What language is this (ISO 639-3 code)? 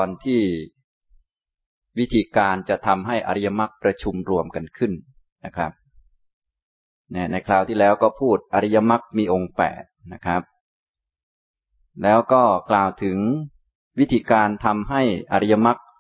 tha